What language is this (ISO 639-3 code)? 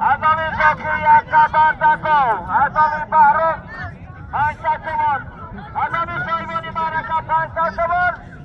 tgk